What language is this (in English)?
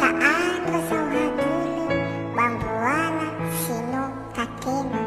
Nias